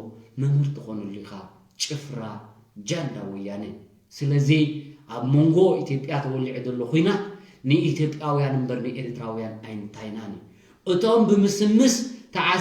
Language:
Tigrinya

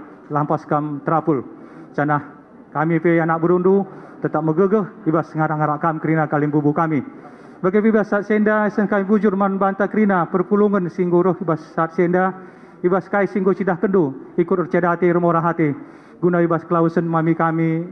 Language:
Batak Karo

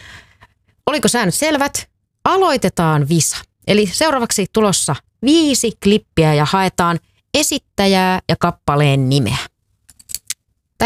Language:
Finnish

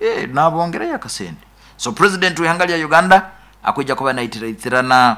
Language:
Nyoro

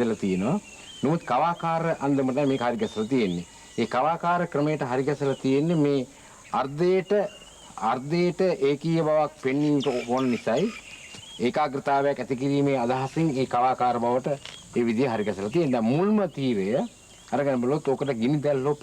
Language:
Sinhala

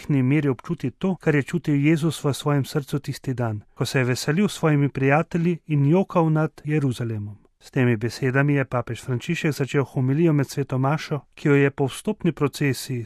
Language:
Slovenian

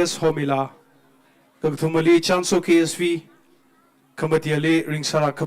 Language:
Tangkhul Naga (India)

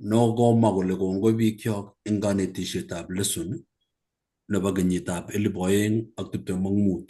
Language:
Kalenjin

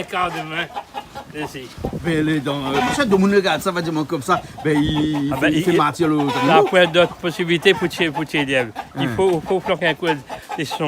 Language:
Réunion Creole French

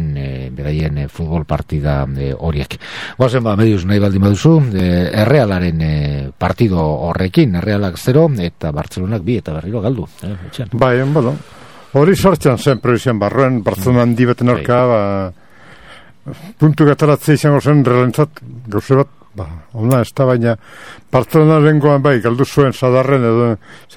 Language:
Basque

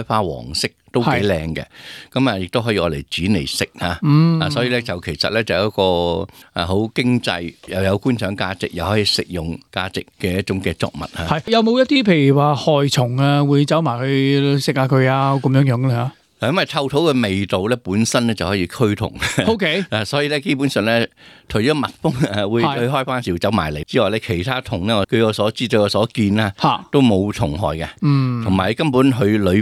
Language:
Cantonese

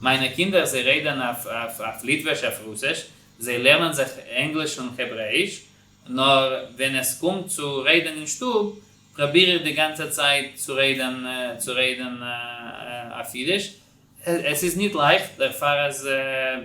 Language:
Yiddish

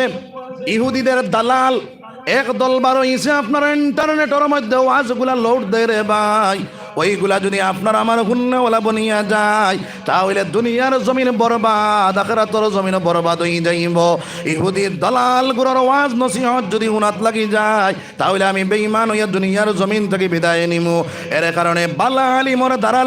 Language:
Sylheti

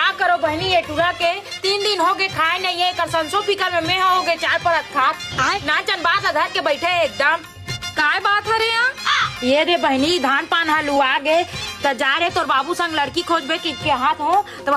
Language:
Chhattisgarhi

